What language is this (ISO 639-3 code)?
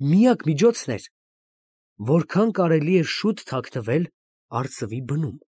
hye